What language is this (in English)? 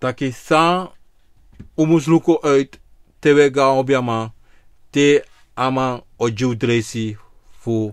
Sranan Tongo